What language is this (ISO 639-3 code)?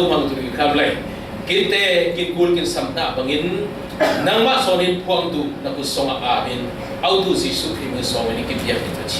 cfm